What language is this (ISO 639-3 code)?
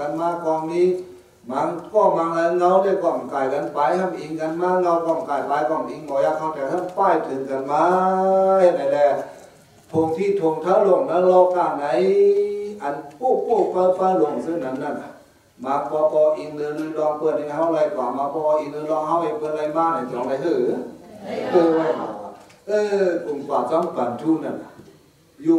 shn